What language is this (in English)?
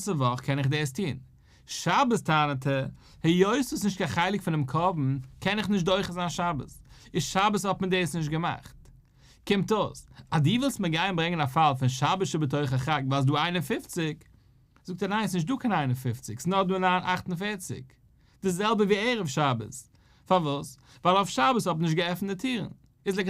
Yiddish